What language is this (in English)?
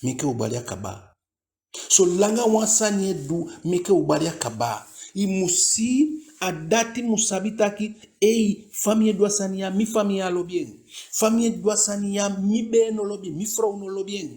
Eastern Maroon Creole